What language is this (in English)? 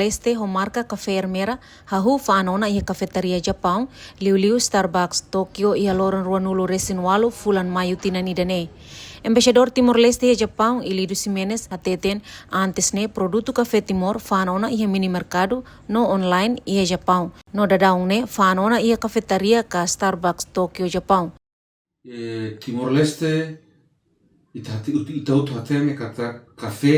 Tetum